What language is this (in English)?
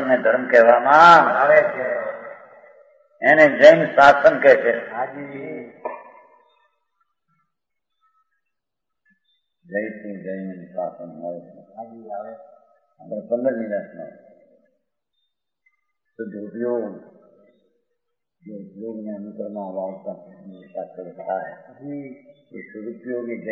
Gujarati